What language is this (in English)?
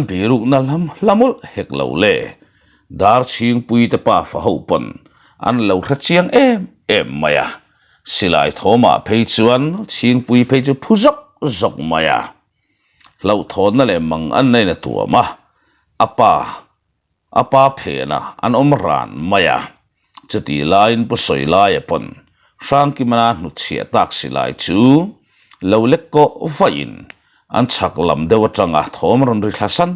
Mizo